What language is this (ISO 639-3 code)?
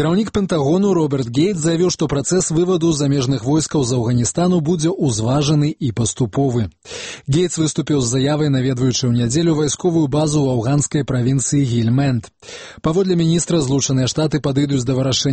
bel